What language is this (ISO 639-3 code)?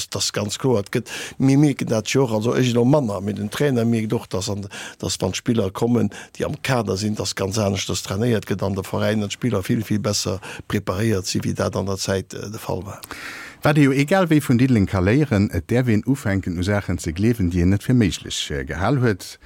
ltz